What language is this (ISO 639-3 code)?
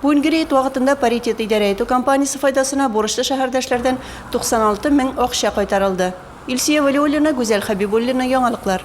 tat